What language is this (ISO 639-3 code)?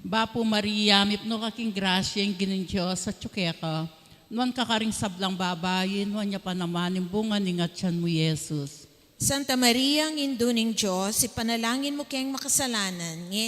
pam